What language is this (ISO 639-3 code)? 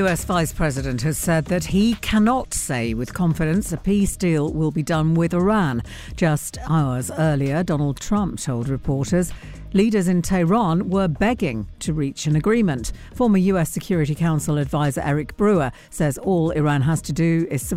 eng